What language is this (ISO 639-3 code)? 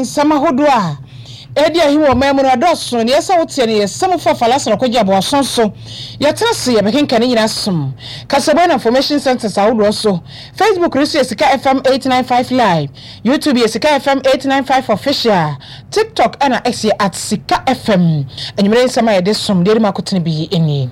aka